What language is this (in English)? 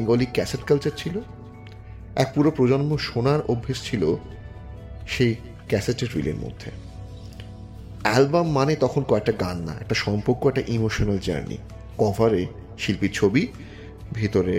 Bangla